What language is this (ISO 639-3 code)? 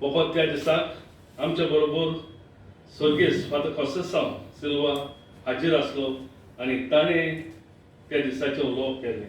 kok